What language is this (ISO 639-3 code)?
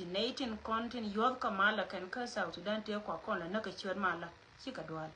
nus